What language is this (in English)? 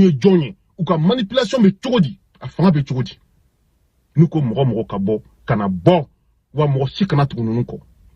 Bambara